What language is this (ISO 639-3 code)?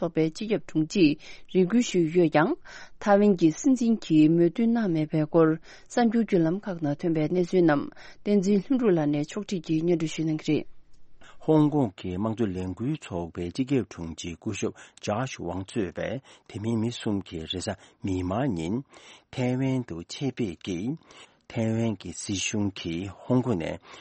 bod